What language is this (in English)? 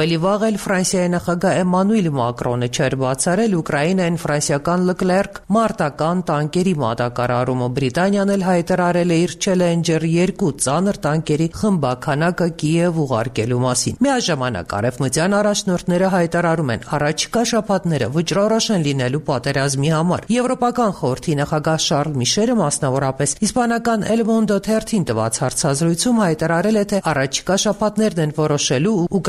Armenian